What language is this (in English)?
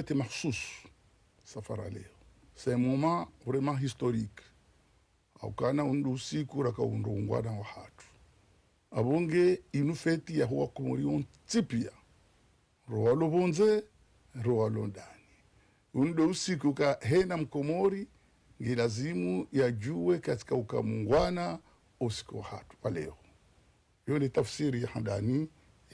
Ngazidja Comorian